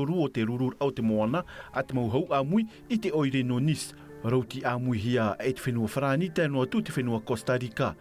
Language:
Tahitian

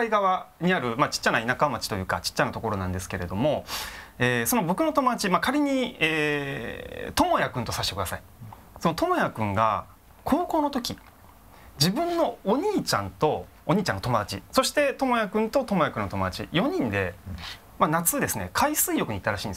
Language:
Japanese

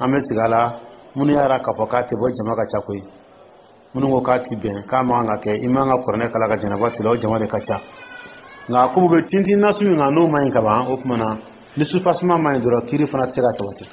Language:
Dyula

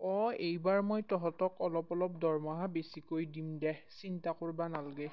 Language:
Assamese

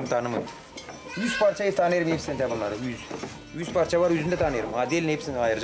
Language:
Gagauz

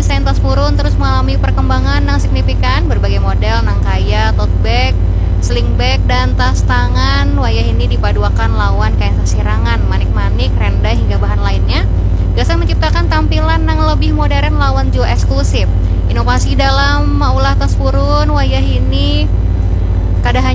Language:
Banjar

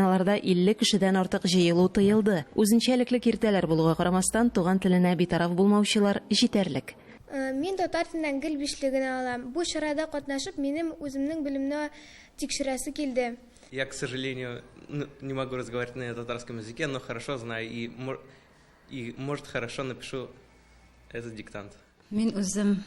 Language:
Tatar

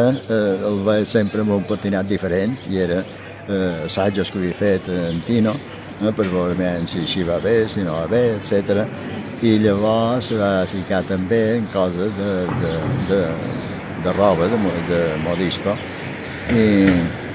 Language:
Catalan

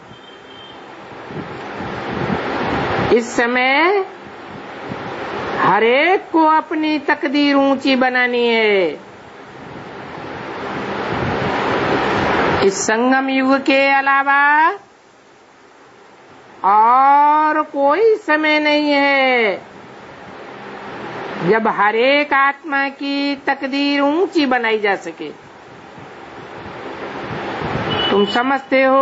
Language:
Hindi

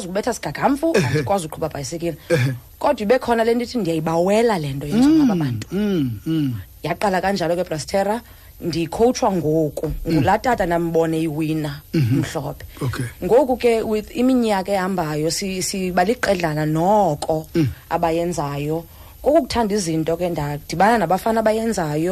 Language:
Xhosa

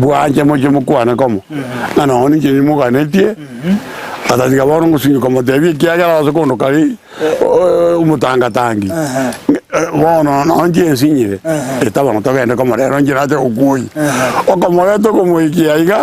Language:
Gusii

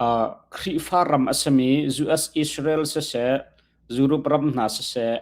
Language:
Hakha Chin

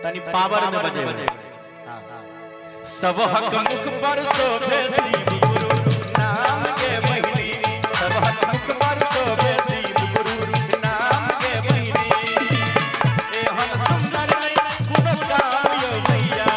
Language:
Maithili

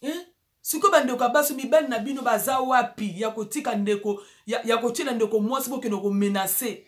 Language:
Lingala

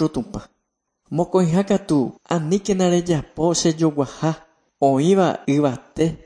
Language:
Guarani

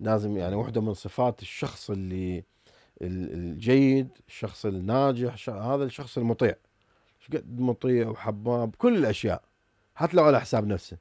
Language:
Mesopotamian Arabic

